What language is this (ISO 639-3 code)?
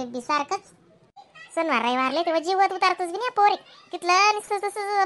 khn